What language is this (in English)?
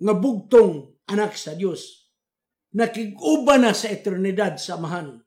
Cebuano